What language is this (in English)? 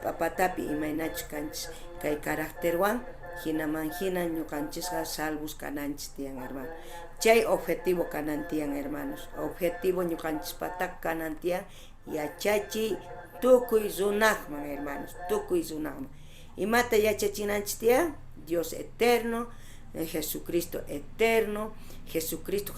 South Bolivian Quechua